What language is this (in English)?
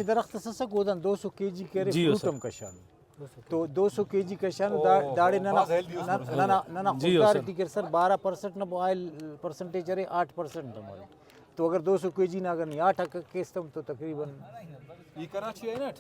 Brahui